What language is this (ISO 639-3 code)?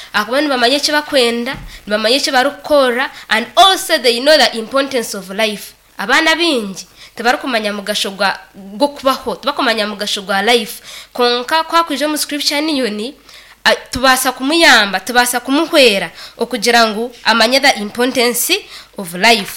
nyn